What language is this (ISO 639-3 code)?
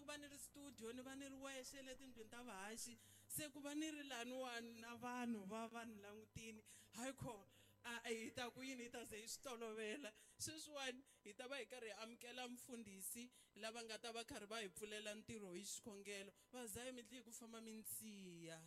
tso